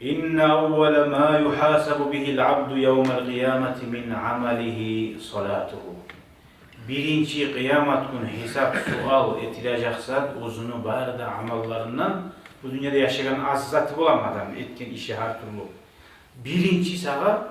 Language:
Kumyk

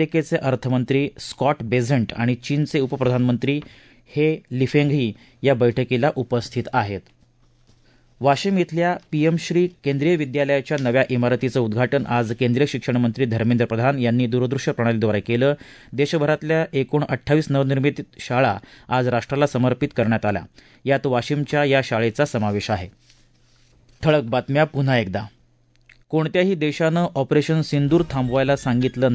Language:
Marathi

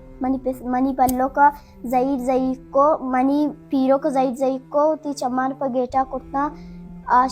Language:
Baluchi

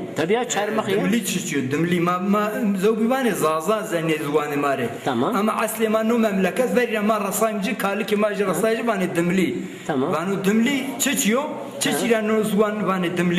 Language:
Zaza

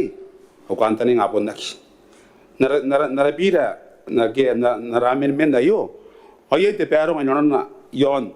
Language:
Gilbertese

